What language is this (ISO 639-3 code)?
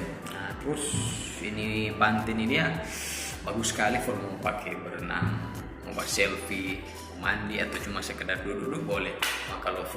xmm